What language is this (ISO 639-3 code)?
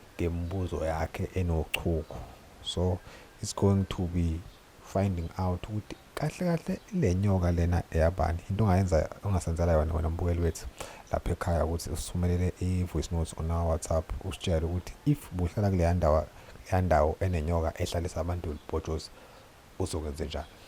zul